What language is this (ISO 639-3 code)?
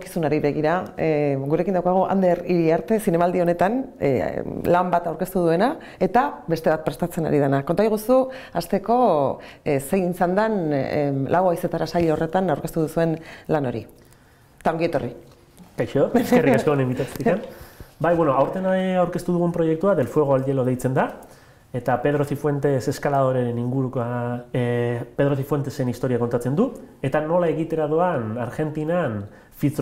eus